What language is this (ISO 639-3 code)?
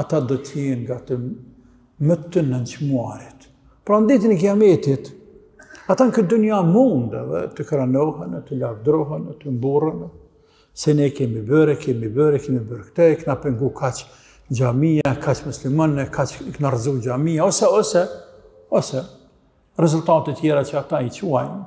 sqi